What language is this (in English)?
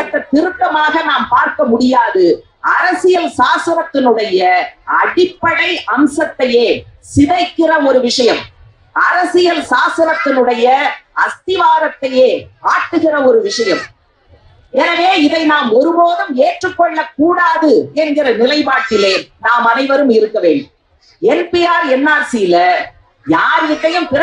Tamil